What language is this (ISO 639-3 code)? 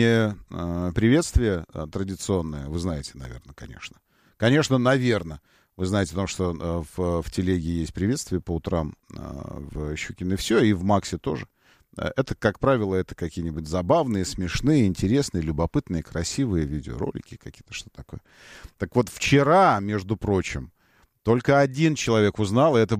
rus